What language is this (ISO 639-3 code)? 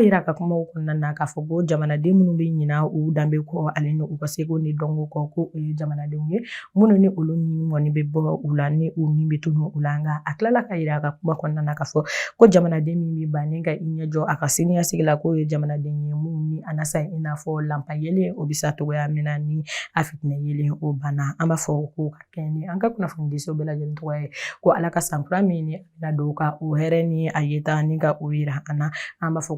bam